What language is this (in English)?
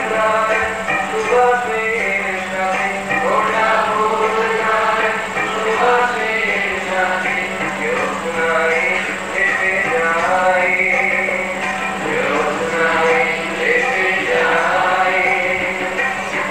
Bangla